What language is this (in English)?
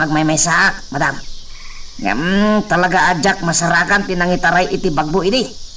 Iloko